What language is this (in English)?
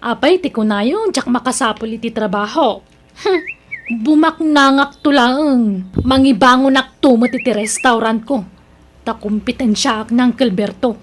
Iloko